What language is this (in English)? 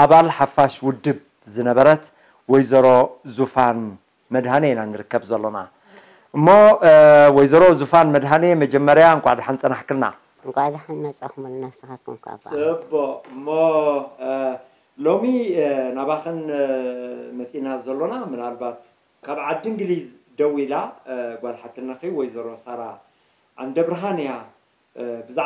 Tigrinya